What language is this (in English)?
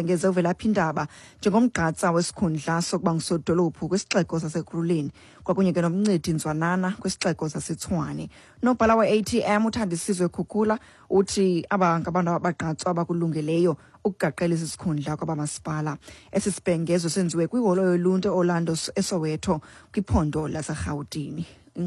Xhosa